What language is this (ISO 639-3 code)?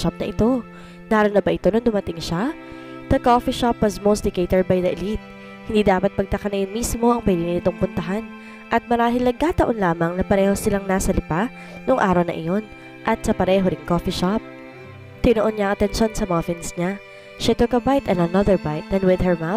fil